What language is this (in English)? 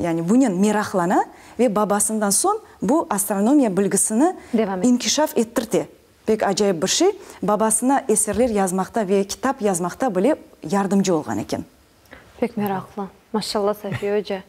Crimean Tatar